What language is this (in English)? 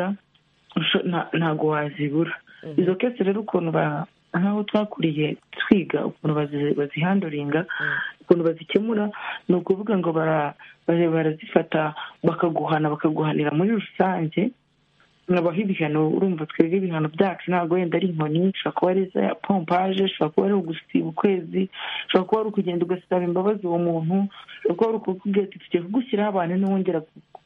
Kinyarwanda